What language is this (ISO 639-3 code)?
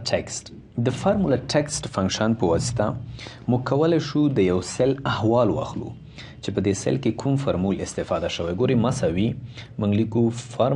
pus